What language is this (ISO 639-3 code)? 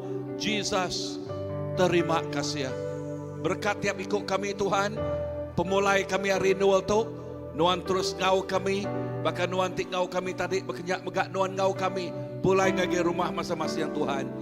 iba